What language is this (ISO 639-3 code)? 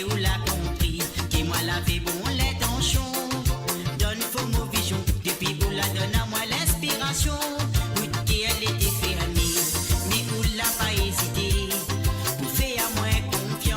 mfe